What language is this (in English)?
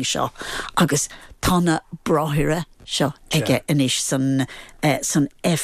Irish